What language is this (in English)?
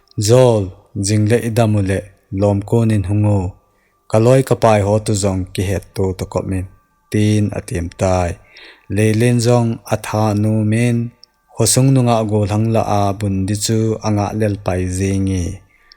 Thado Chin